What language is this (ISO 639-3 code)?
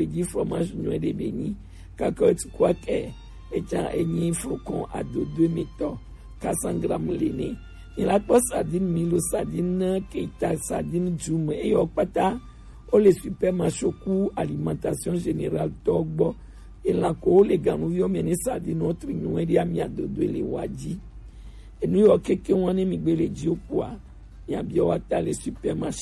gej